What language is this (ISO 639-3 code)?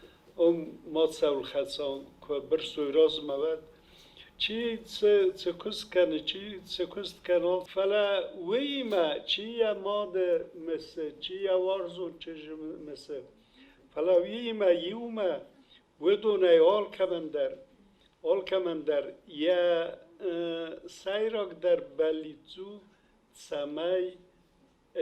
oss